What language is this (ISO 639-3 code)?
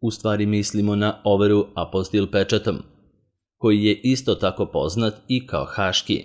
srp